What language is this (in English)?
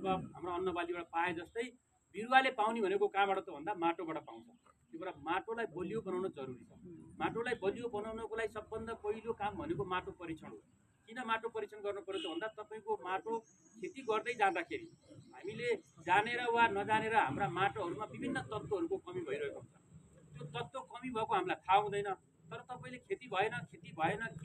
Nepali